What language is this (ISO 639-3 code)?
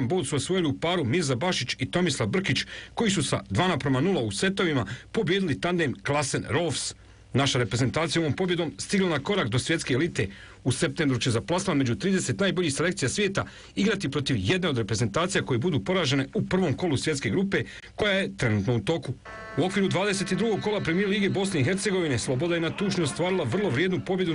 bos